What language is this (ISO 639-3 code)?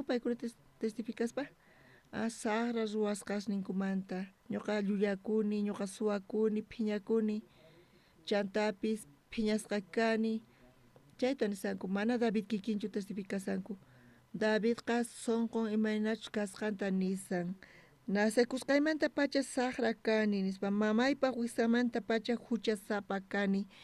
quh